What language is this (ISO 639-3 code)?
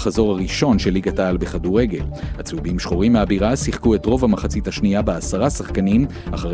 heb